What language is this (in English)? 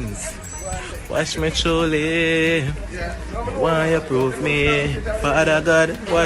Jamaican Creole English